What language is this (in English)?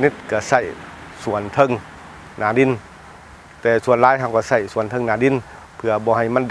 Lao